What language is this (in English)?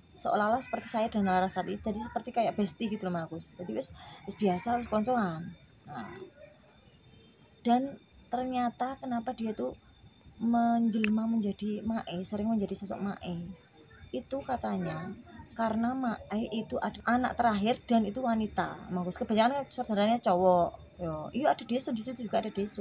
Indonesian